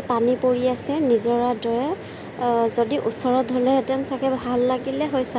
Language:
Assamese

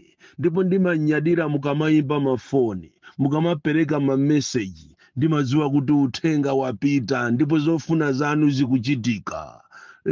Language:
Nyanja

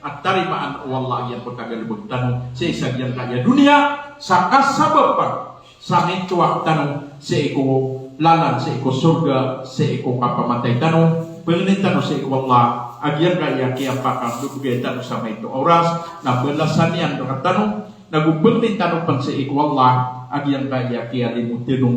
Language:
Maranao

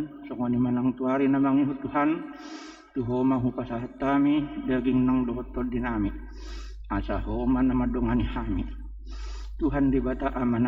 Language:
Batak Toba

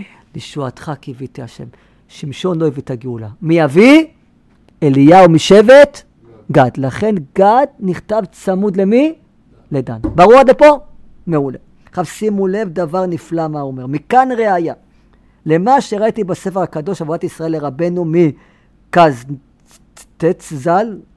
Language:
Hebrew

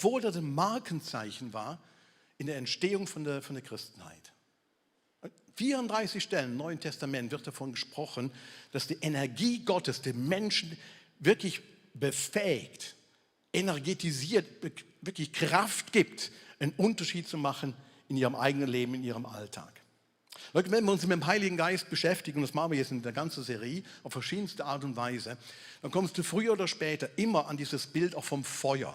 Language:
Swiss German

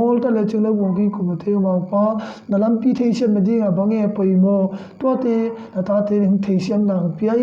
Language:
Tedim Chin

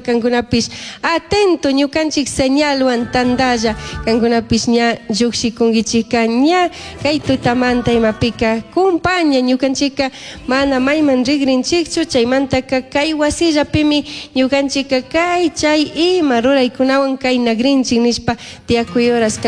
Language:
Chimborazo Highland Quichua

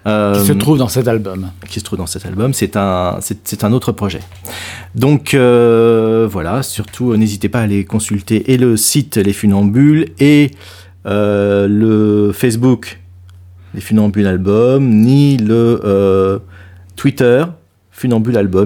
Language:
French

